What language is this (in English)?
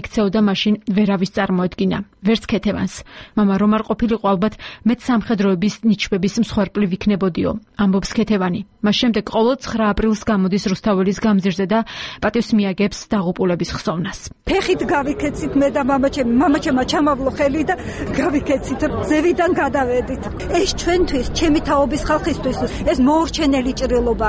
Georgian